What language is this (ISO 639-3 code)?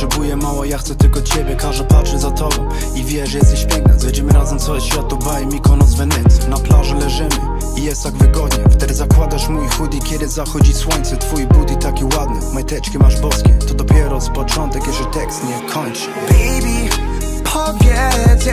pol